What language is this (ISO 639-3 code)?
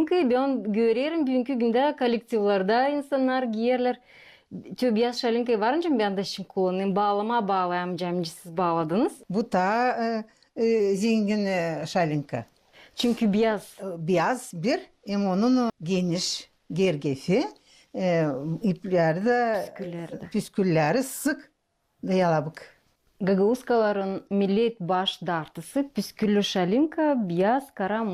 gag